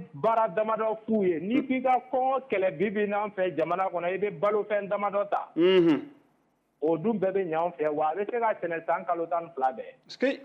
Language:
Bambara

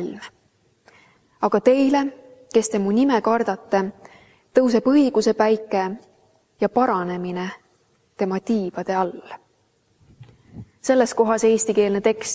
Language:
Estonian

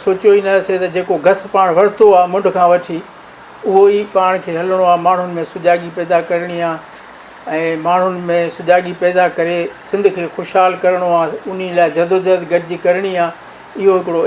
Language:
Sindhi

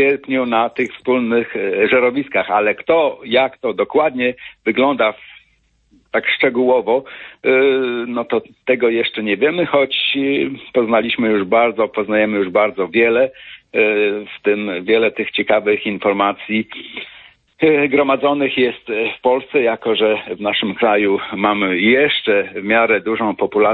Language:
Polish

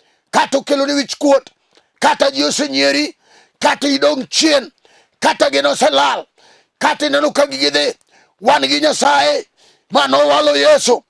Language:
Luo (Kenya and Tanzania)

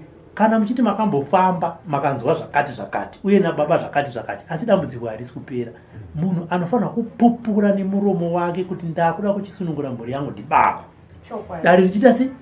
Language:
Shona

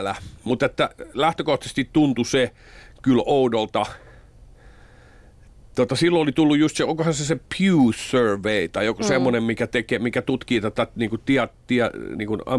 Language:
Finnish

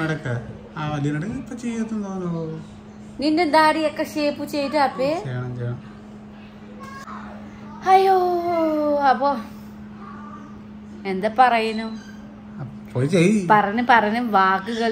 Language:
Malayalam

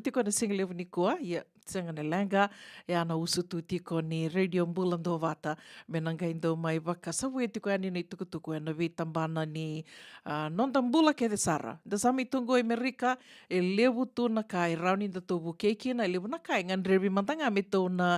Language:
Fijian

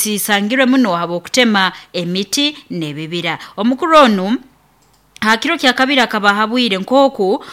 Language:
Nyoro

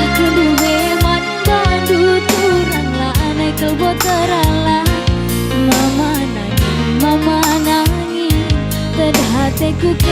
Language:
Batak Karo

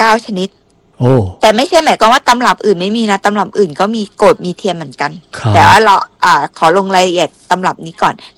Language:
Thai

